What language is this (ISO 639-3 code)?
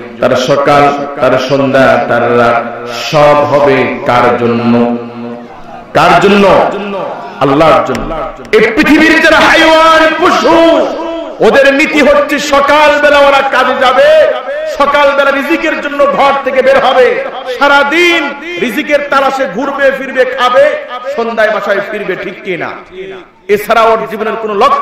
ben